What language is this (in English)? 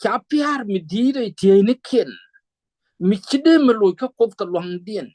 Nuer